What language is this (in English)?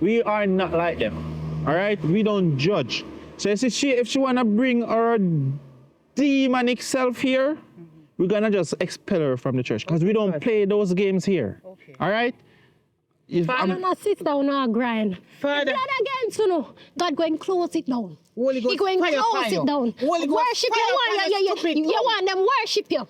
Jamaican Creole English